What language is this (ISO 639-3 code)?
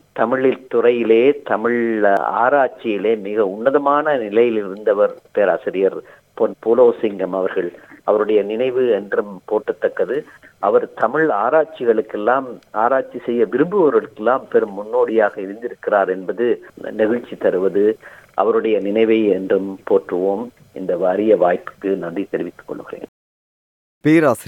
tam